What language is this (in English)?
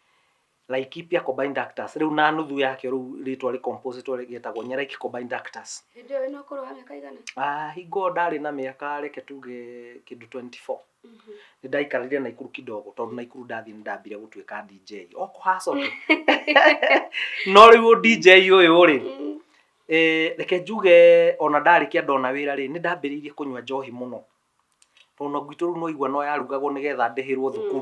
Kikuyu